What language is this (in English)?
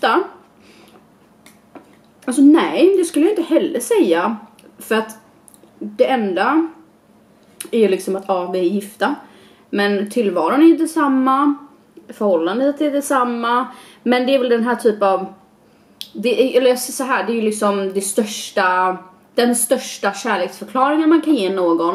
Swedish